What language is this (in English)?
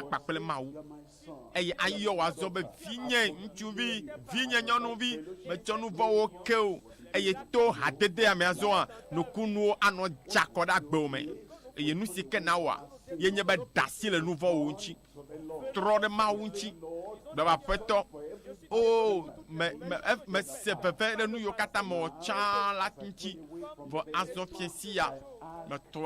Ewe